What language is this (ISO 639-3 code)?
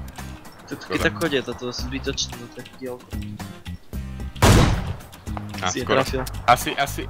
slk